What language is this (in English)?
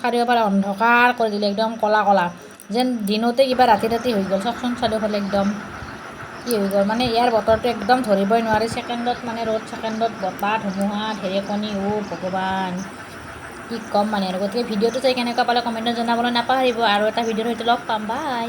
Assamese